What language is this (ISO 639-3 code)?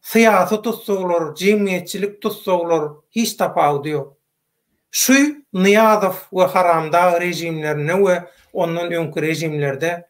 tuk